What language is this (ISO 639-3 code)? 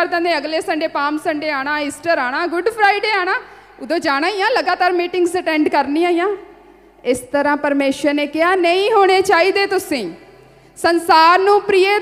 pan